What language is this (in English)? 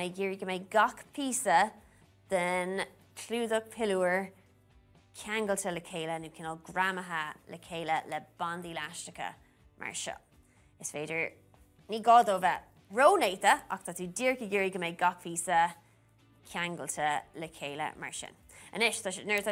Irish